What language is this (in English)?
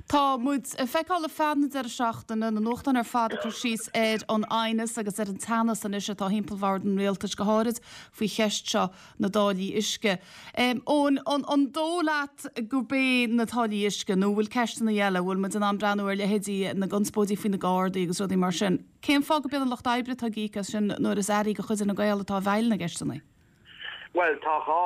Irish